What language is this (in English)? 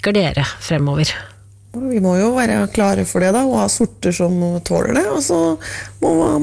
Norwegian